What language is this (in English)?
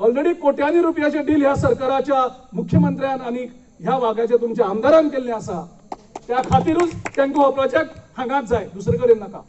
Konkani